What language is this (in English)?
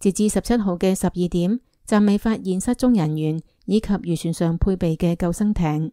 Cantonese